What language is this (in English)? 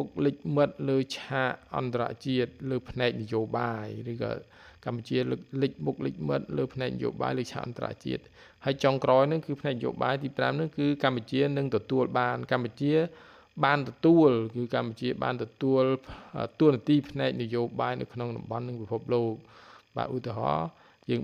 Khmer